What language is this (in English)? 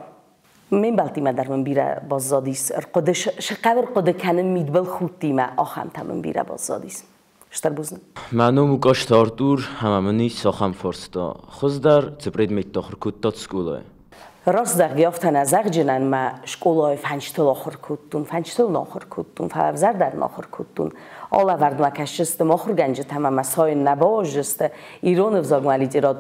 Ossetic